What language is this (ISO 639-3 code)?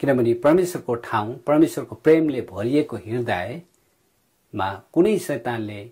nep